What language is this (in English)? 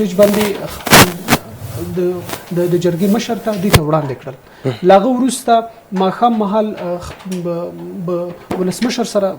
Pashto